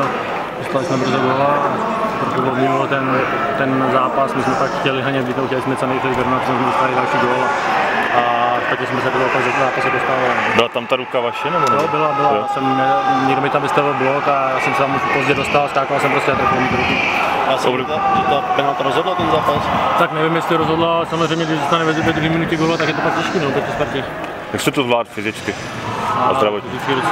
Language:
Czech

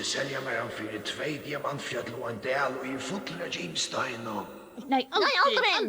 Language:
Faroese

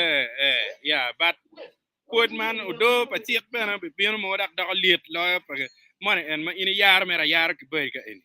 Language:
Acoli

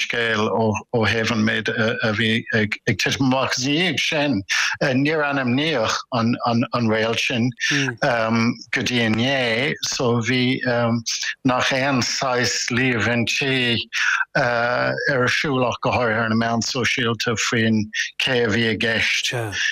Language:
Irish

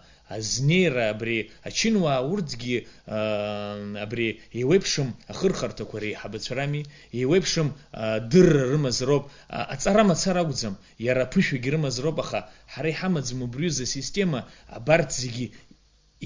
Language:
Abkhazian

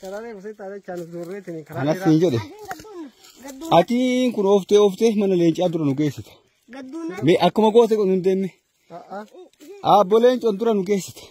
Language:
Oromo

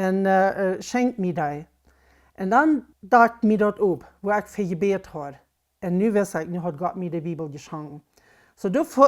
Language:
Plautdietsch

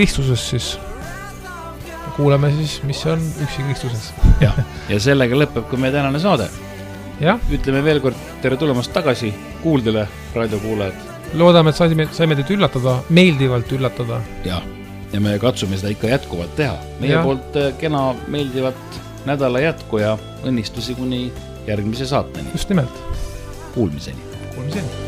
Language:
Estonian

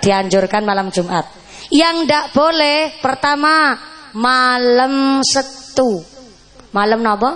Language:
Javanese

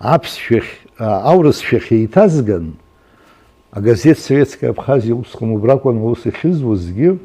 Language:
Abkhazian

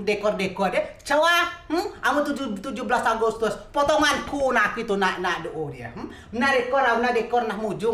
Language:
Rejang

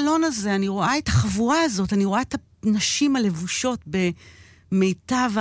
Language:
Hebrew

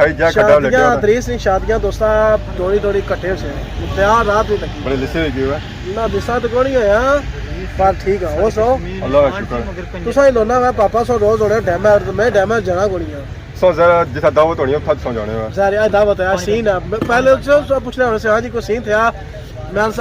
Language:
Pahari-Potwari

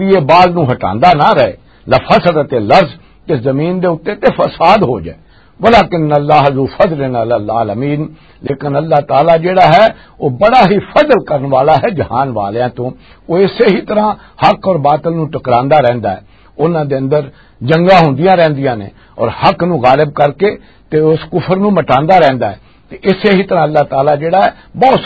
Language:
Western Panjabi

